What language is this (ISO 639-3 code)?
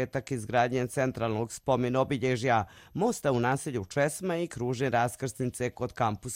hrv